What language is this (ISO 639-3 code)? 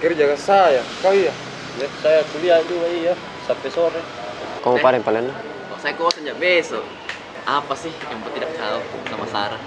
mfp